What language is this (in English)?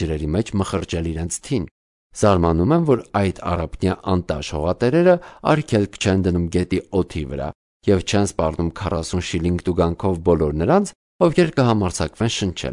Armenian